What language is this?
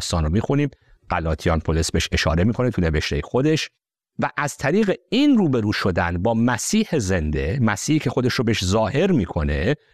Persian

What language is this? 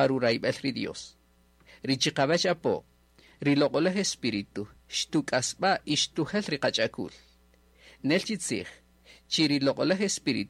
Kaqchikel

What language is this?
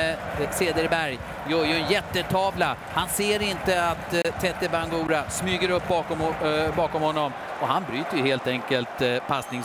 Swedish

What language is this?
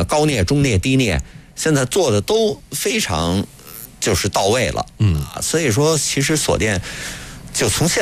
Chinese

